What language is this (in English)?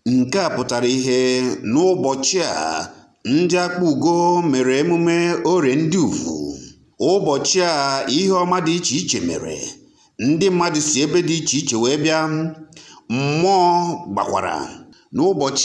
Igbo